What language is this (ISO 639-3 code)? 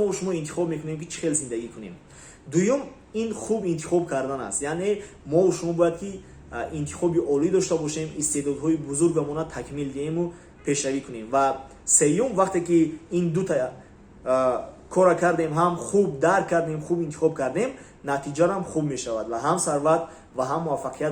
tgk